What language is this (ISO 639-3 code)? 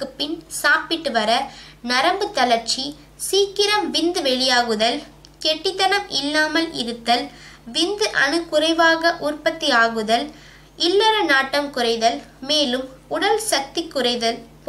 tam